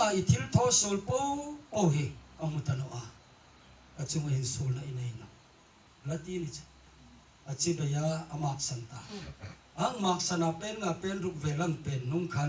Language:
Hmar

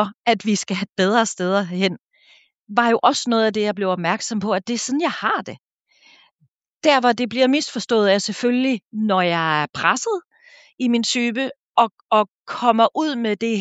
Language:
Danish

